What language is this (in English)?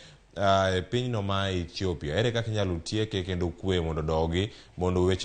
Luo (Kenya and Tanzania)